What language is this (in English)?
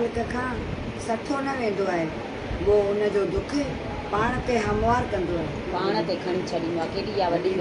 Sindhi